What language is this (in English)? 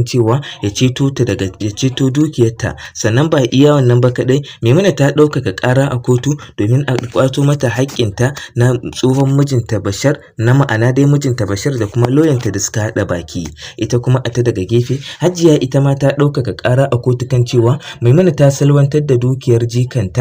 Hausa